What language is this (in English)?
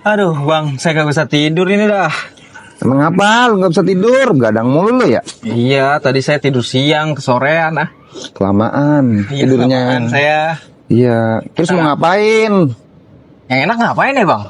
Betawi